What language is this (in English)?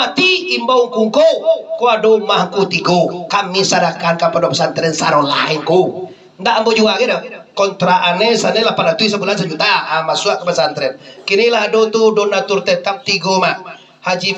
Minangkabau